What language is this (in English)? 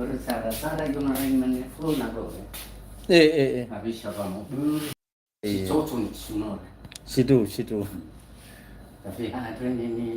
Nias